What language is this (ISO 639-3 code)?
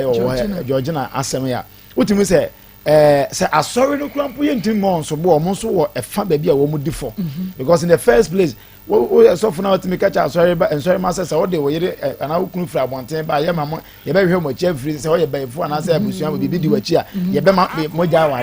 aka